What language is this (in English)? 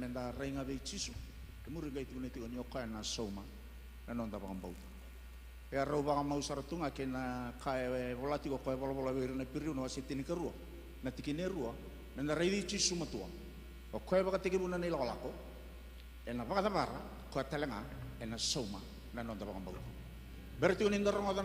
Fijian